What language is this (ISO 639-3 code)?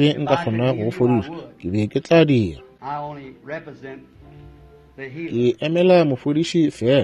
nso